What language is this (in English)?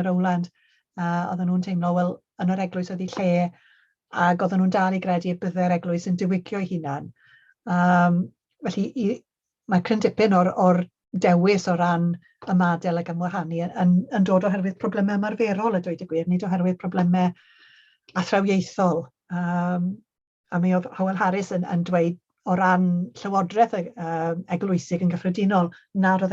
Welsh